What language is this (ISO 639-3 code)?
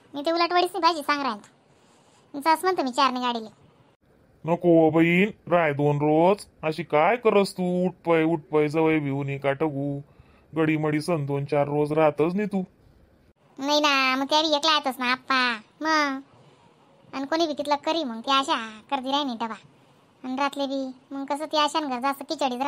khn